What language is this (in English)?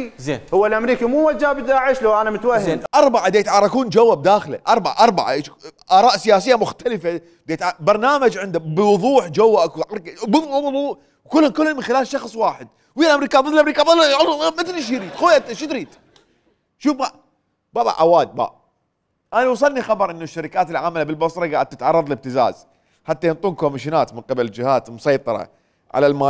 Mesopotamian Arabic